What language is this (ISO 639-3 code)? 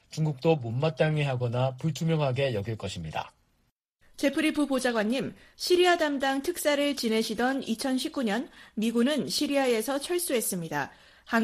kor